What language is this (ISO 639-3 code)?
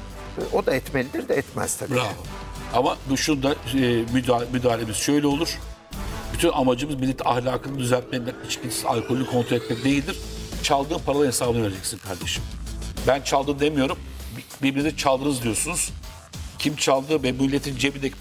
tur